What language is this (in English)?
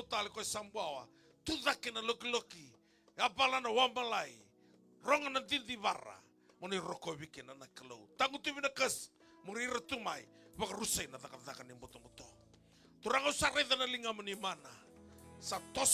Fijian